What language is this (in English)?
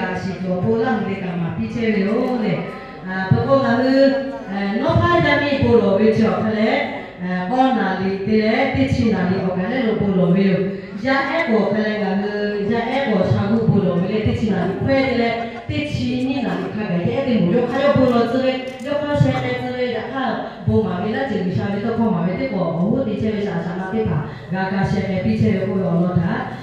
Lahu